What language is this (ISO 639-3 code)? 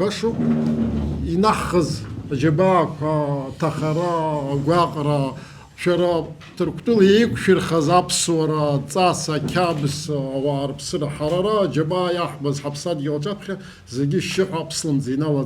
abk